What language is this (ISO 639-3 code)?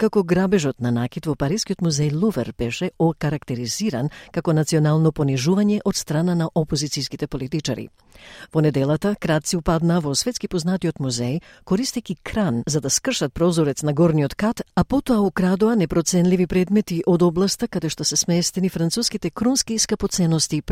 mkd